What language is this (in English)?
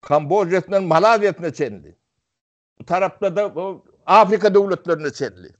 Turkmen